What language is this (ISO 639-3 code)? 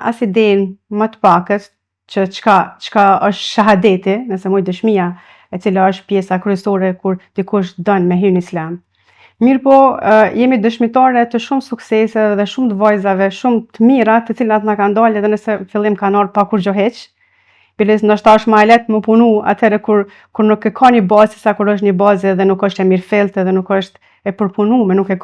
sqi